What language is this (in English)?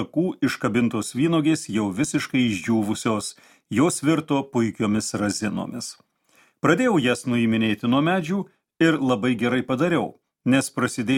Lithuanian